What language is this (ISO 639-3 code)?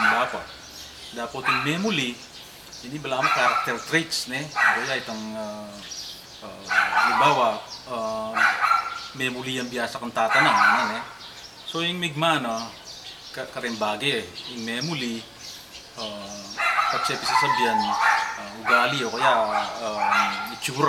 pam